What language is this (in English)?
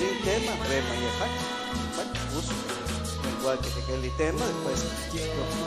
Kekchí